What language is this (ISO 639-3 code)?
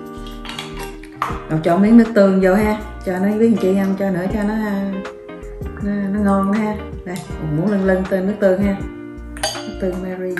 vie